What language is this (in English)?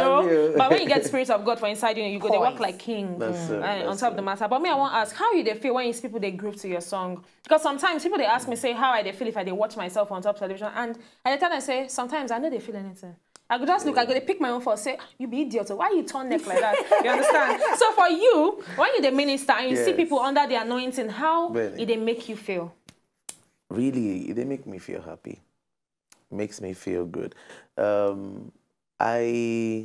Nigerian Pidgin